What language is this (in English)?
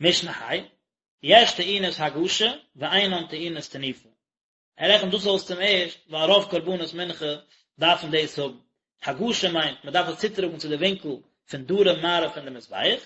Yiddish